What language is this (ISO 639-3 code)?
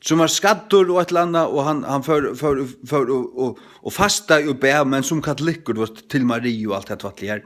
fao